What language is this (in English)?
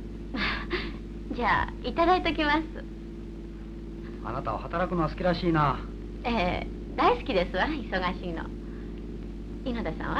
Japanese